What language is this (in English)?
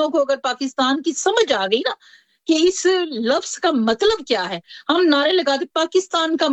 Urdu